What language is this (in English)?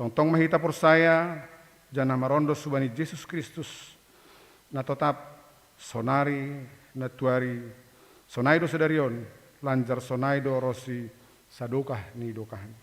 Batak Simalungun